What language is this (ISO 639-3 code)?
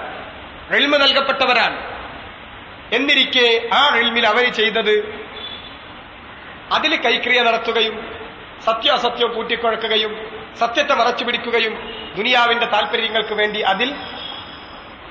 mal